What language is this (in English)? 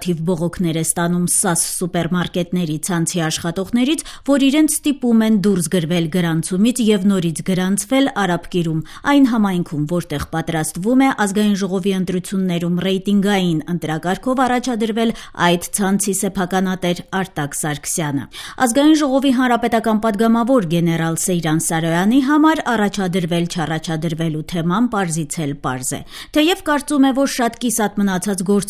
Armenian